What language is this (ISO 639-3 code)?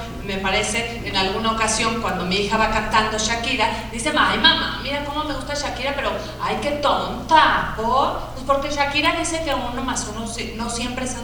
spa